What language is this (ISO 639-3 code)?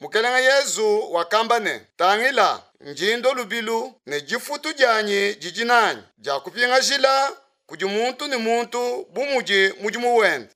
lua